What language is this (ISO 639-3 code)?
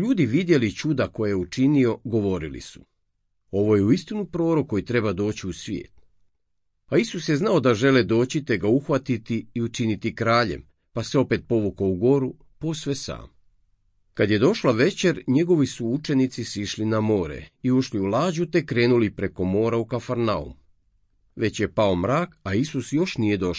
hrv